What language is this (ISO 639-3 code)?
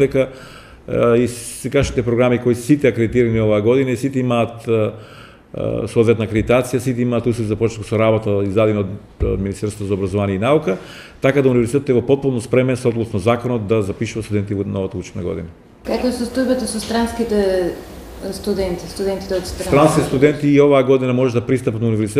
mkd